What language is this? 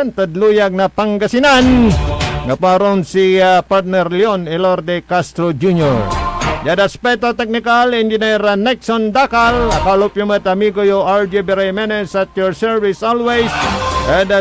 Pangasinan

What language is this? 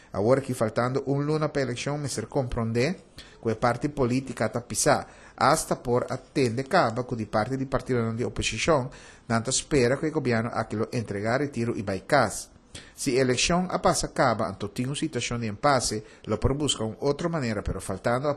Papiamento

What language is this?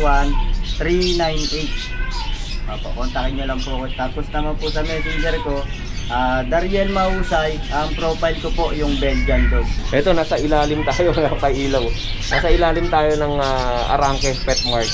Filipino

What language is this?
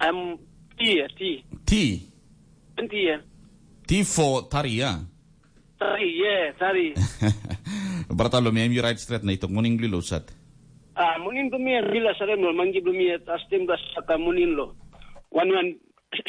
Tok Pisin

